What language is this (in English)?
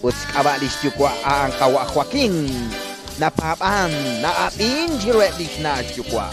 Kekchí